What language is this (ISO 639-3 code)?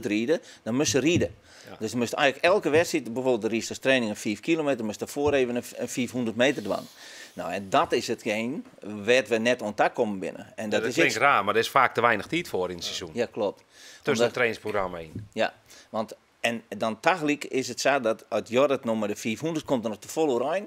fry